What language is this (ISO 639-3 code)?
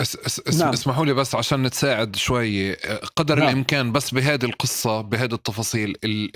apc